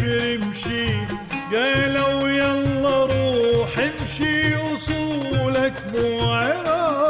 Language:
Mesopotamian Arabic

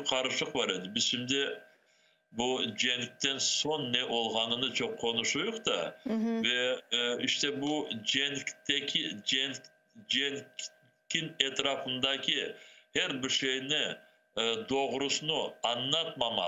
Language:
Crimean Tatar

